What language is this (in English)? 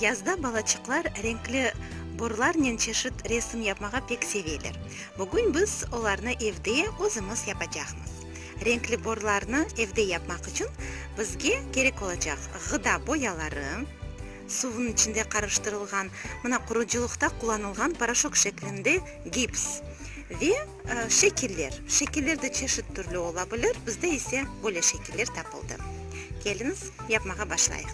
Crimean Tatar